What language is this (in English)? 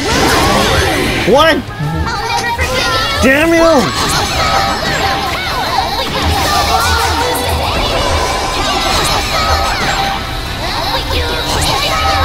English